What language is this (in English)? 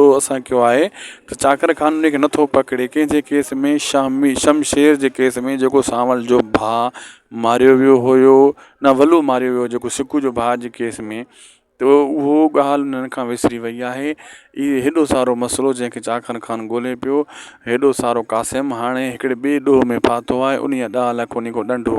Sindhi